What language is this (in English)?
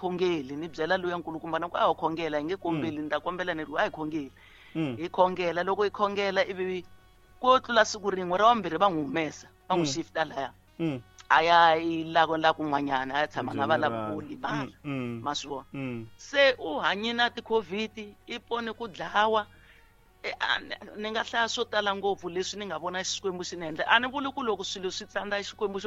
Tsonga